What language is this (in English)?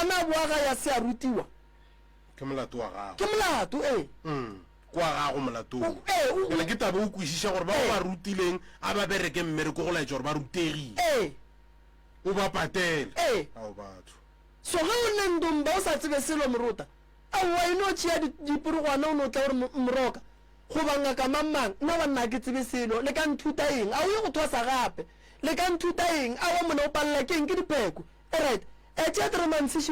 Northern Sotho